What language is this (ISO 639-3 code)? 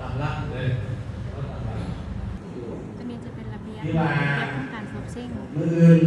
lao